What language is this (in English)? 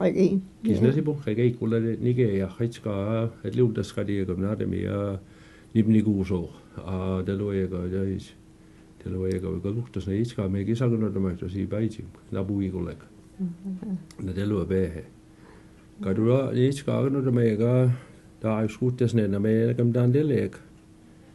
Mi'kmaw